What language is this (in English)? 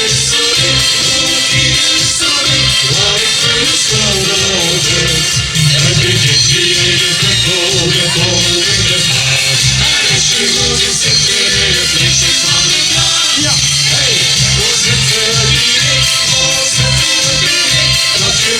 Limburgish